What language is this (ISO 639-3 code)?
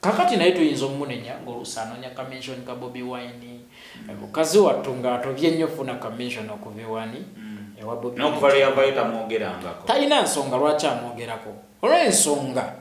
lug